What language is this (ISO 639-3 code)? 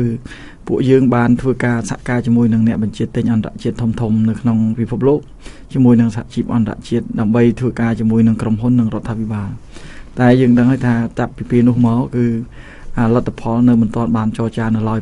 khm